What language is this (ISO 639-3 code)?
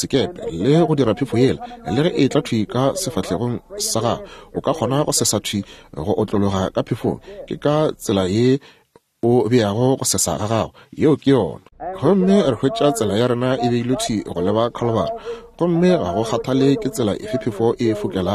nso